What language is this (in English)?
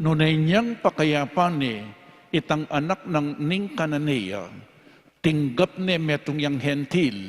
Pampanga